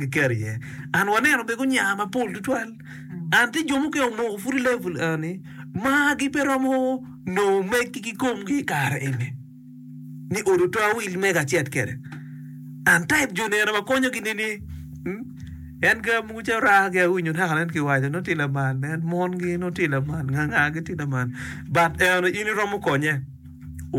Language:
Acoli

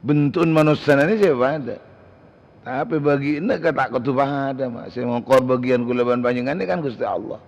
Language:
Madurese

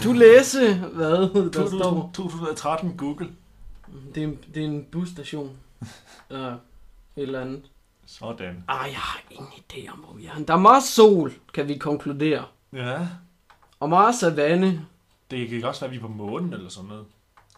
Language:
Danish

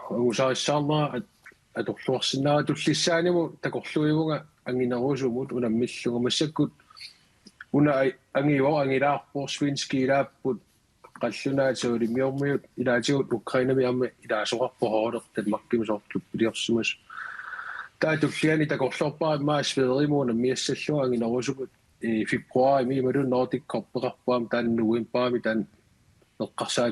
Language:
Kalaallisut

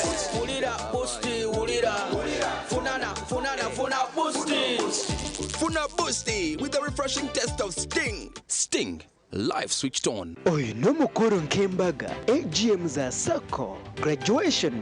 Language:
Nyankole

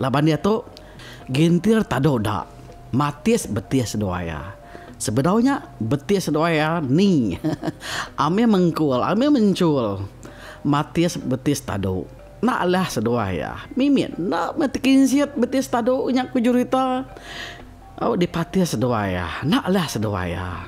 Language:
Iban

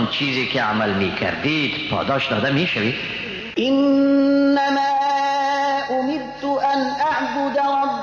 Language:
Persian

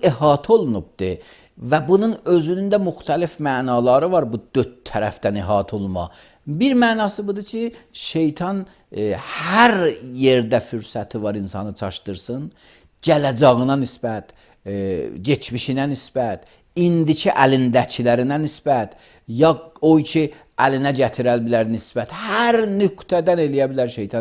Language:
Azerbaijani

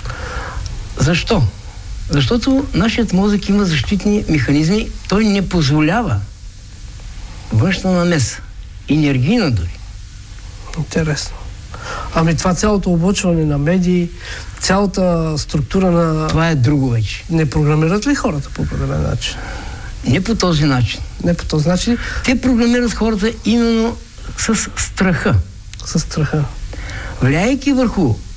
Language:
Bulgarian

